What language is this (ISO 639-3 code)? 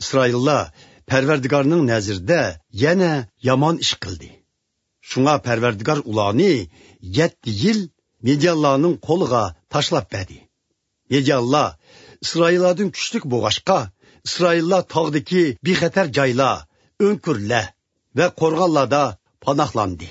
uig